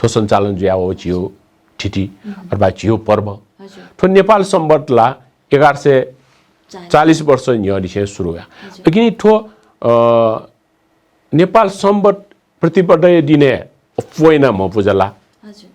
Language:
Newari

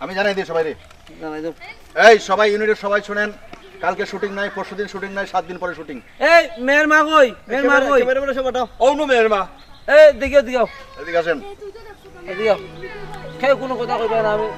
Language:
Sylheti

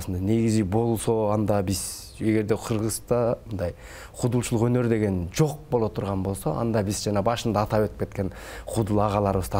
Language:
Kyrgyz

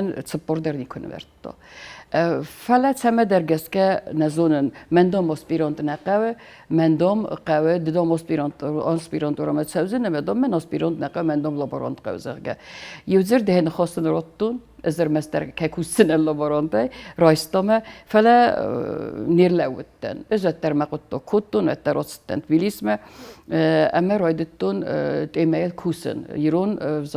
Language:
Ossetic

